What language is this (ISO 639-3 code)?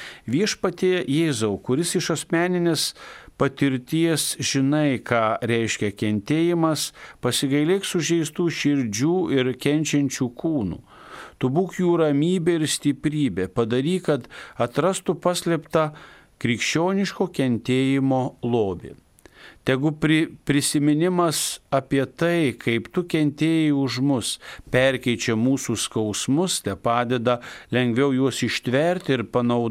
lit